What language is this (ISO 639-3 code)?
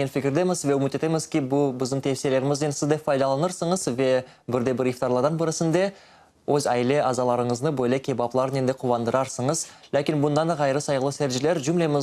crh